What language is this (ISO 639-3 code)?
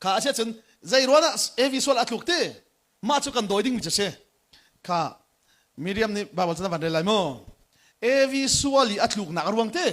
cnh